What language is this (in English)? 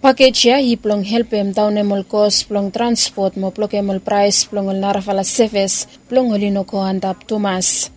Bislama